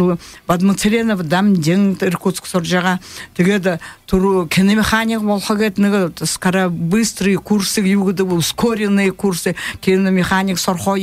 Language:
Buriat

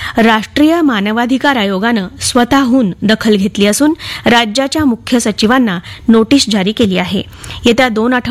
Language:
Marathi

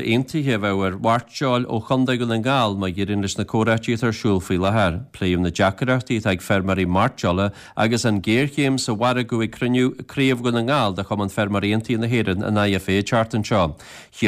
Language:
Irish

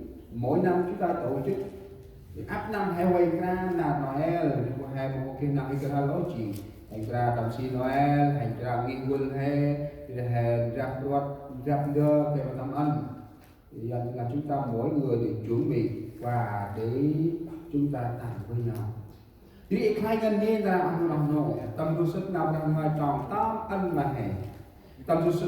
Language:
Central Mnong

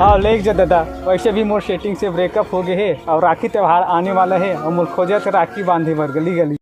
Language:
Chhattisgarhi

